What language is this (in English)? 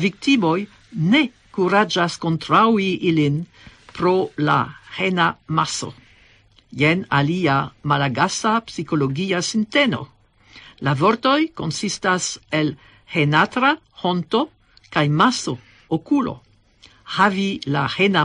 Esperanto